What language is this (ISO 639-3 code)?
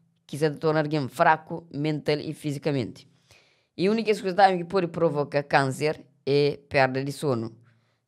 kea